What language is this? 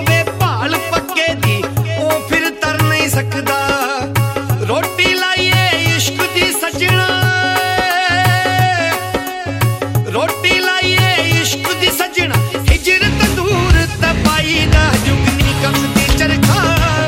Punjabi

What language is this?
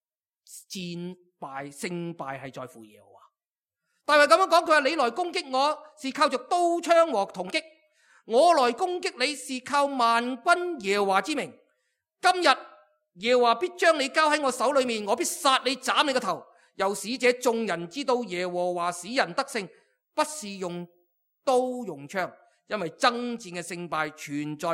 Cantonese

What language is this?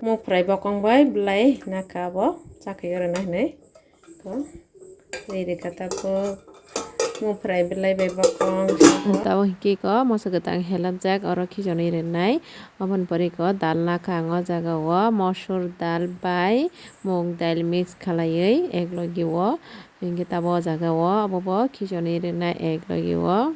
Kok Borok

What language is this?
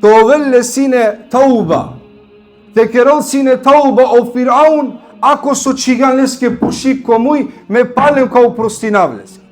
Balkan Romani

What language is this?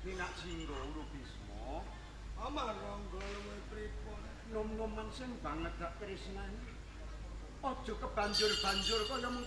Javanese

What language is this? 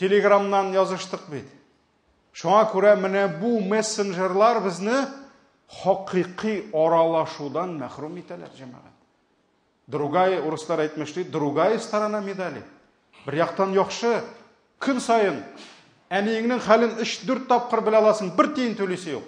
Tatar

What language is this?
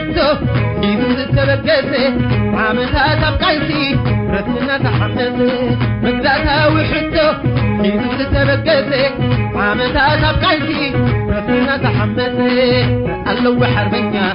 Tigre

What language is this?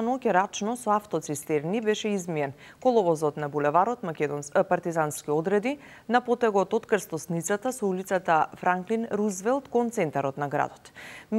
Macedonian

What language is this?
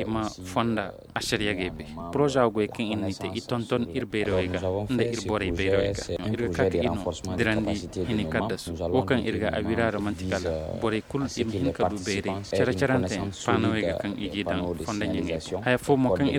Koyraboro Senni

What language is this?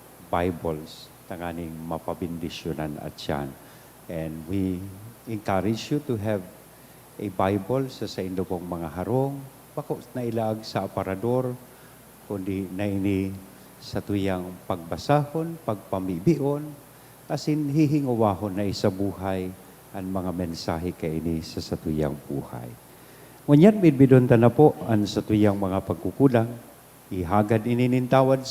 Bikol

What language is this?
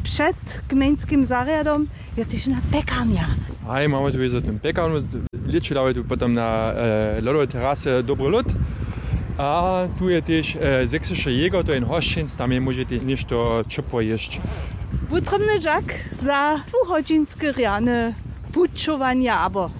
Upper Sorbian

